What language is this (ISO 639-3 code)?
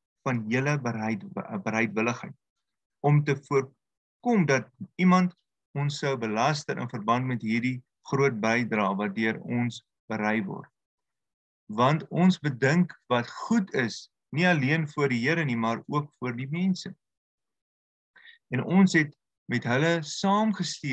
afr